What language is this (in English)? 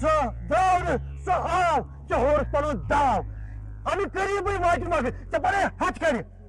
Kashmiri